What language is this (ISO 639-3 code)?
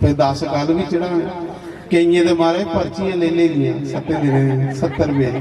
doi